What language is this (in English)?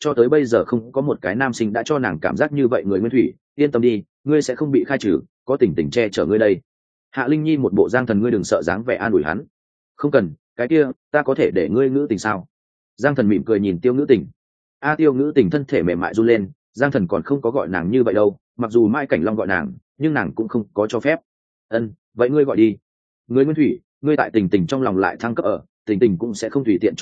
Vietnamese